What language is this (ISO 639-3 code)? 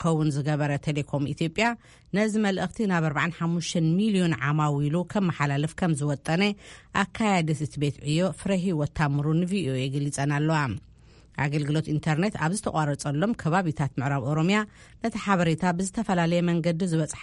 tir